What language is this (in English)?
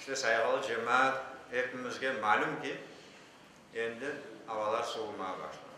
Crimean Tatar